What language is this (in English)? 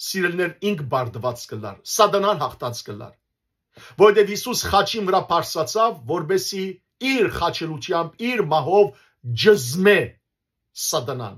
Western Armenian